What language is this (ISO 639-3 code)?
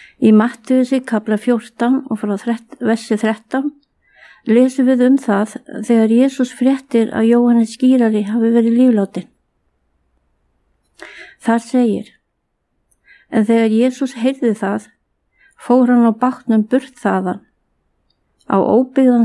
isl